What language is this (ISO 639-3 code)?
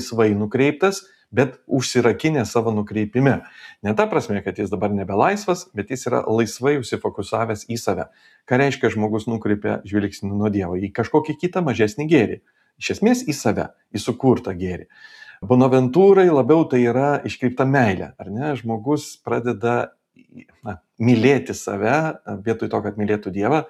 lit